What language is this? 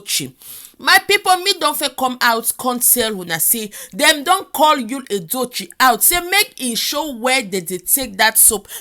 Nigerian Pidgin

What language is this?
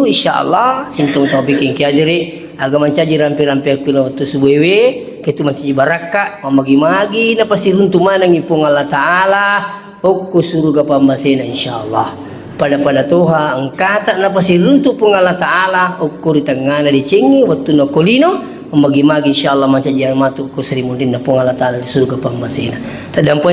Buginese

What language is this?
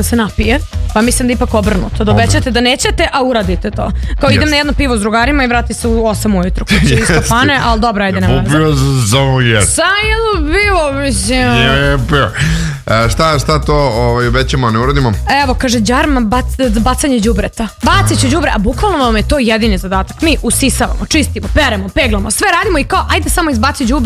Serbian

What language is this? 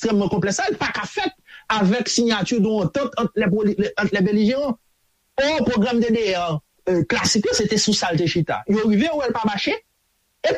Haitian Creole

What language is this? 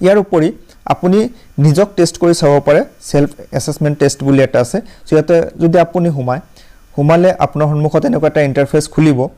Assamese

